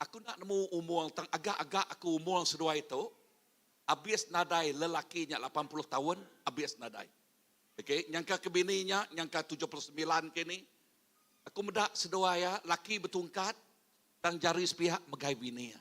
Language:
Iban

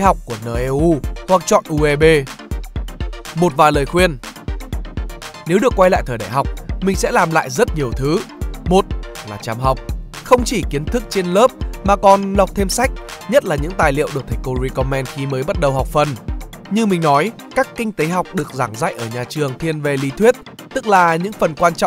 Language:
Vietnamese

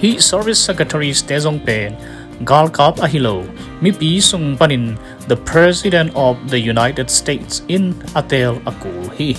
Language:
Tedim Chin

